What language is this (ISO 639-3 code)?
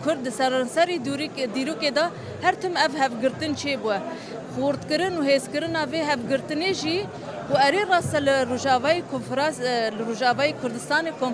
kur